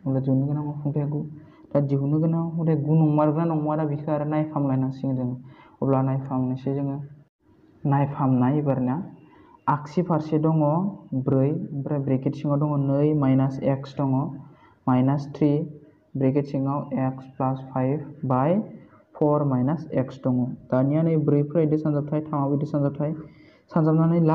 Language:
Bodo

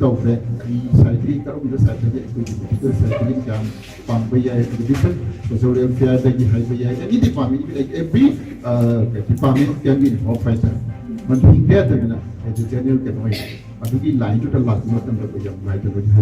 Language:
Manipuri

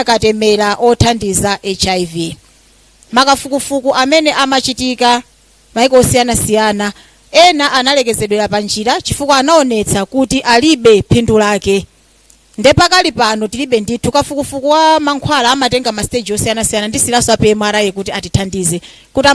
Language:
Nyanja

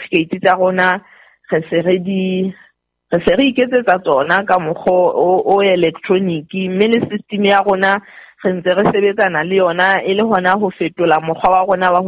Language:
Southern Sotho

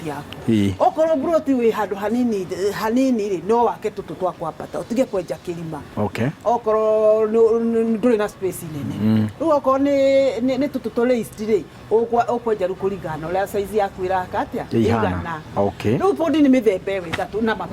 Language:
Kikuyu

